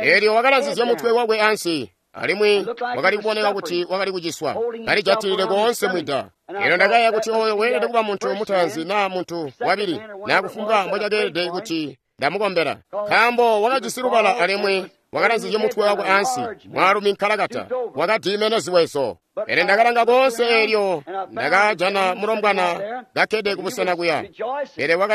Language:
Tonga (Zambia)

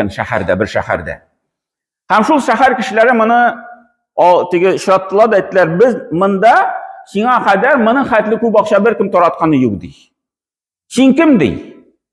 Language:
Tatar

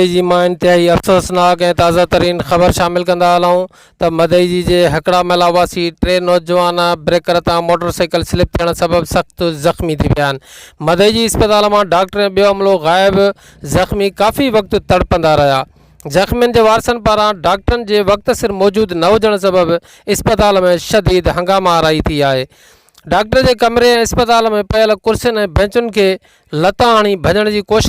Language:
Sindhi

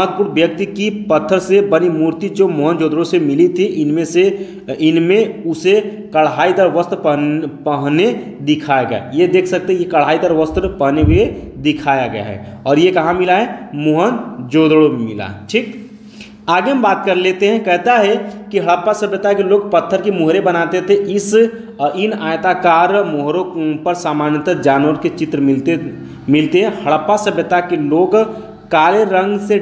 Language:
Hindi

